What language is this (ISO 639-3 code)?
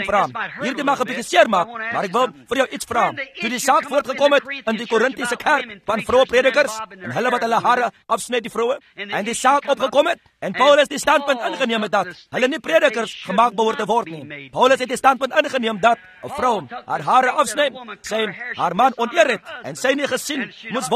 afr